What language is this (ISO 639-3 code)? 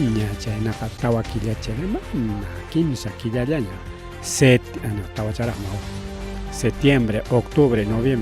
quy